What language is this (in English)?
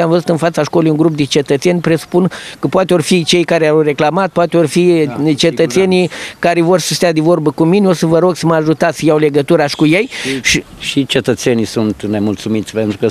Romanian